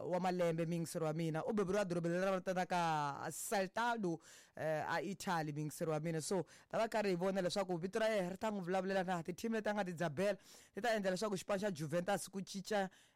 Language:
Tsonga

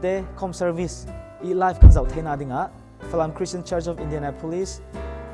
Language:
Falam Chin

